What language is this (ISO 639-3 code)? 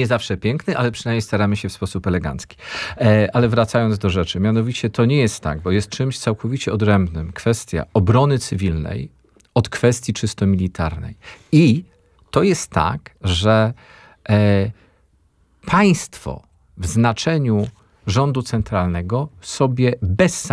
pol